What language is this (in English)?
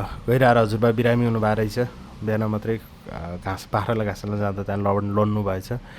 Nepali